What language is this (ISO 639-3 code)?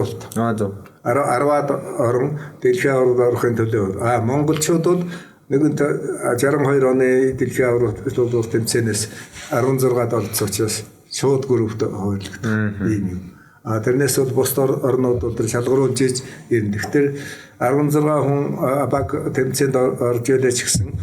mon